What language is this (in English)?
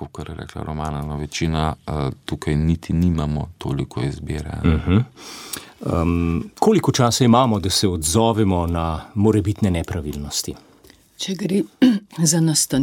Slovenian